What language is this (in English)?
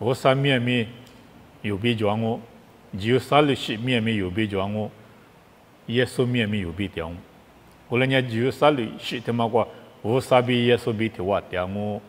Lisu